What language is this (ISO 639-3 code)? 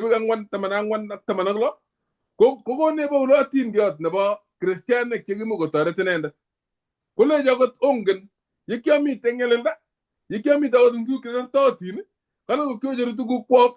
kln